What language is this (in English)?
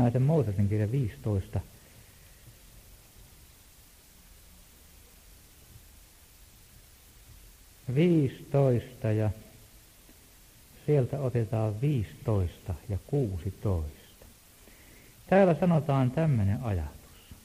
Finnish